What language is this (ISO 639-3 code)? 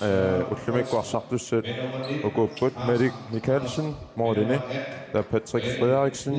kal